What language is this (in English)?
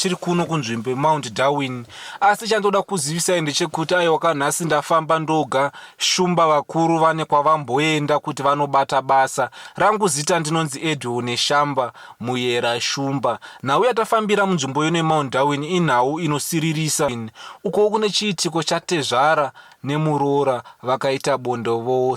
Shona